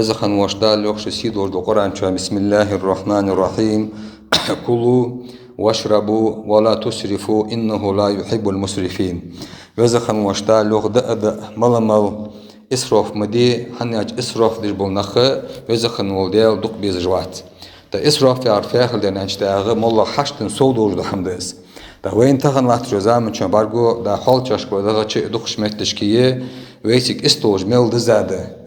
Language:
Ingush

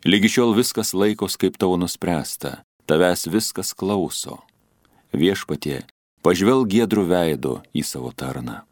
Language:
Lithuanian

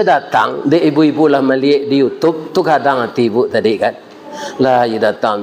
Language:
Minangkabau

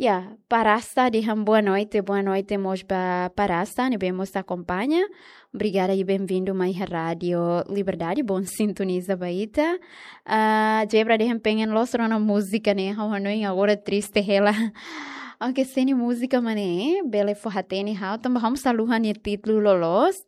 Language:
Tetum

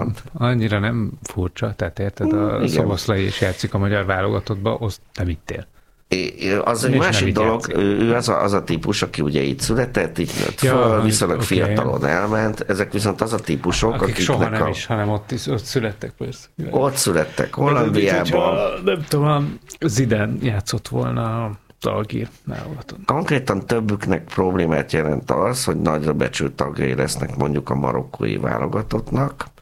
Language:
Hungarian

